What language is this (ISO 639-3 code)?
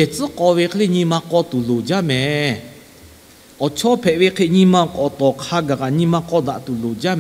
lhu